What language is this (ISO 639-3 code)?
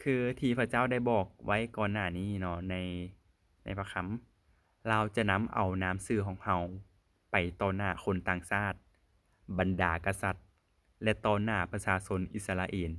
lao